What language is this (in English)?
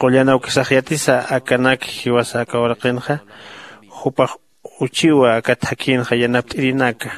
Aymara